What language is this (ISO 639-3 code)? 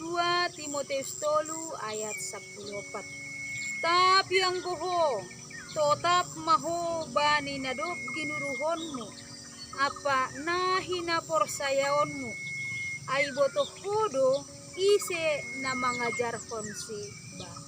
bts